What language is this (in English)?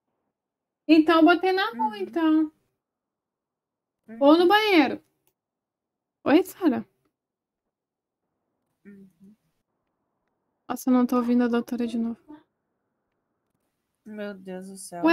Portuguese